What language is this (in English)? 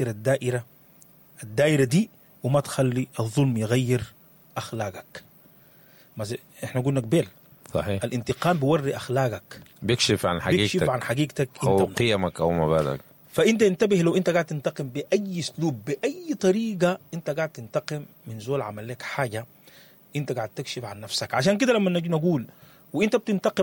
Sudanese Arabic